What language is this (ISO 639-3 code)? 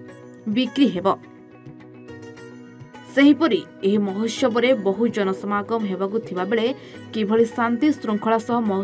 ori